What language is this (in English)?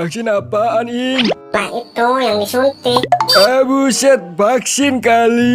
Betawi